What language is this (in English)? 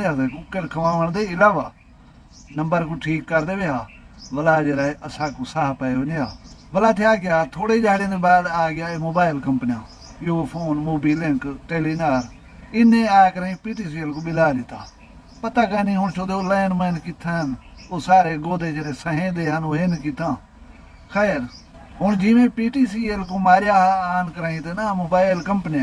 Saraiki